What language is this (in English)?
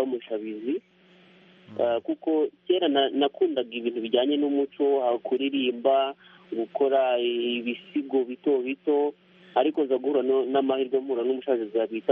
Kinyarwanda